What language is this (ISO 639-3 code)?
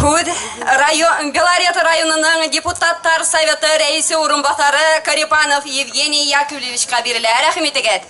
bak